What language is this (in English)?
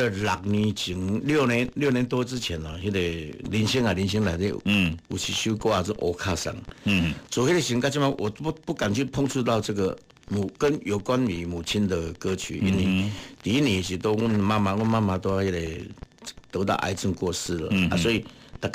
Min Nan Chinese